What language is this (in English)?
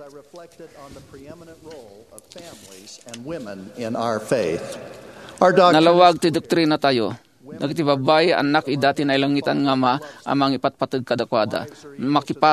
Iloko